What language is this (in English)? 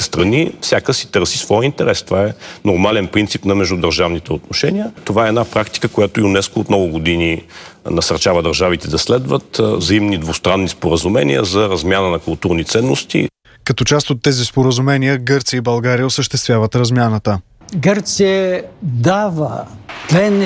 Bulgarian